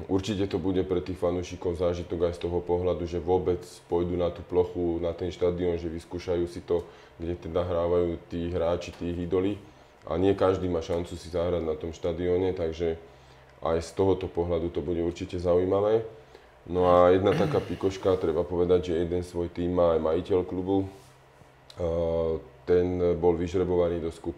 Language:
Slovak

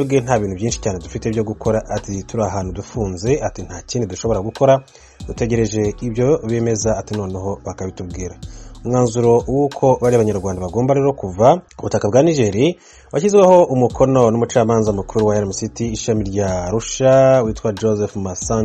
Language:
Kinyarwanda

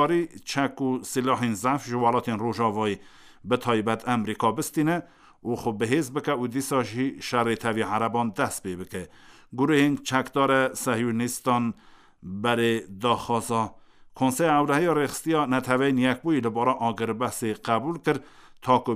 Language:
Kurdish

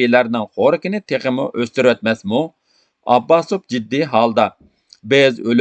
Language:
Uyghur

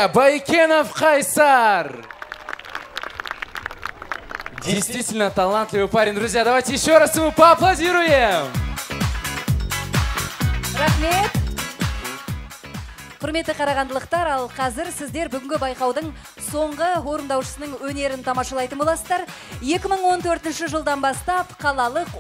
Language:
Kazakh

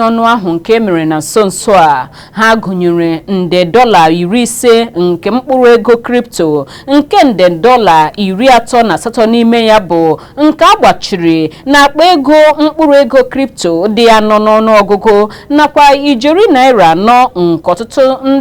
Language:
Igbo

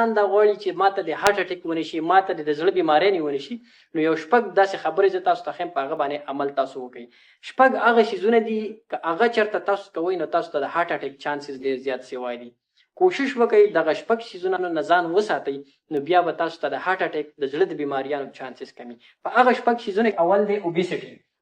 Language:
Pashto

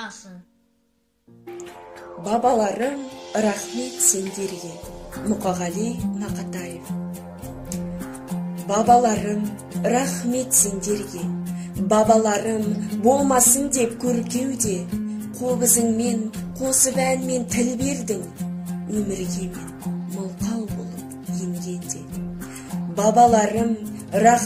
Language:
Kazakh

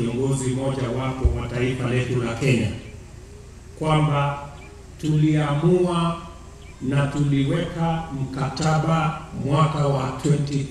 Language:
Swahili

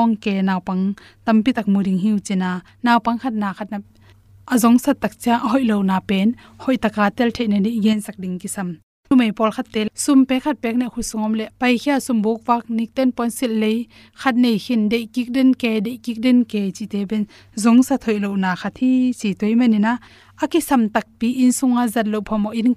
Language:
Tedim Chin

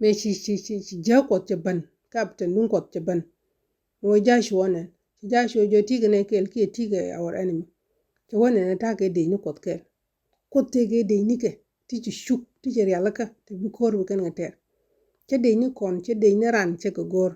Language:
Nuer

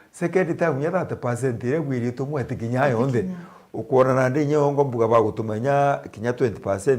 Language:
Meru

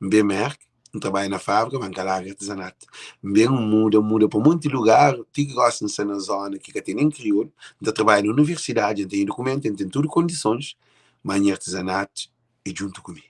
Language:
Kabuverdianu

